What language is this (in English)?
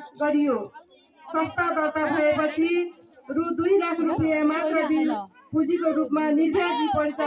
Nepali